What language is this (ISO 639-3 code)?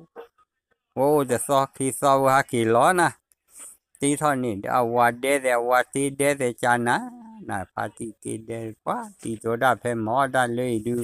ksw